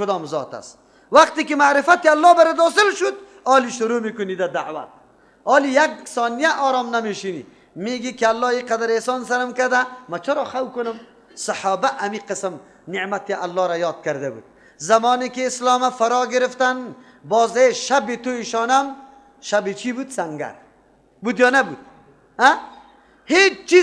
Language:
Persian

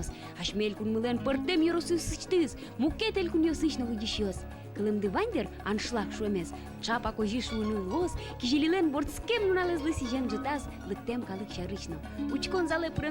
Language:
Udmurt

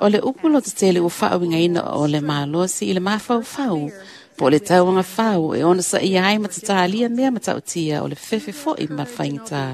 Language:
Samoan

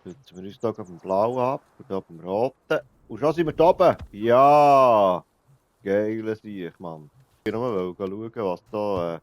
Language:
Swiss German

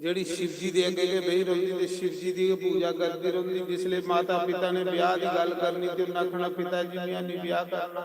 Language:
Dogri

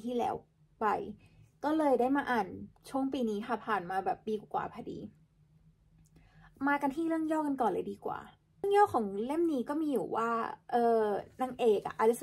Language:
Thai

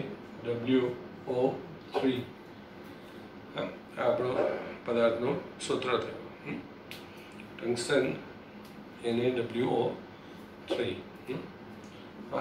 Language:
Gujarati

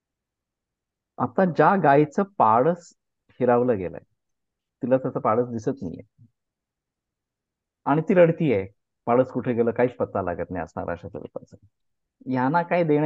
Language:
Marathi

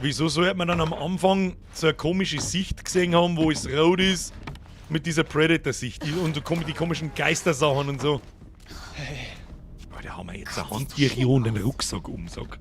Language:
Bavarian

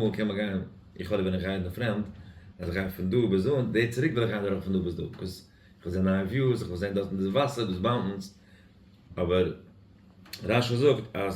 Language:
Yiddish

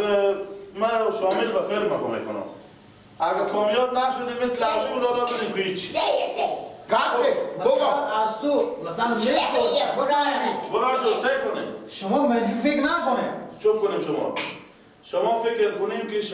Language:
Persian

